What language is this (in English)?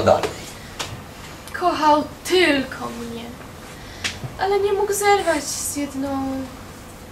Polish